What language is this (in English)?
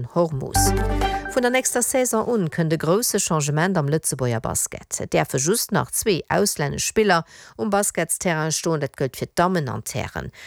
Luxembourgish